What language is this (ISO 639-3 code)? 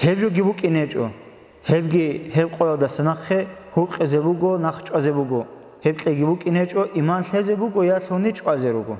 ava